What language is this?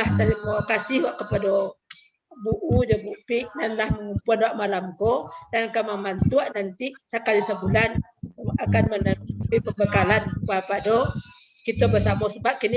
Minangkabau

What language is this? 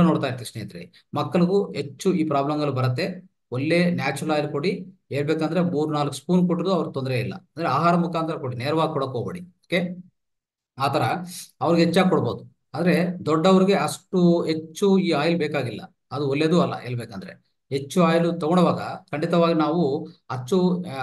Kannada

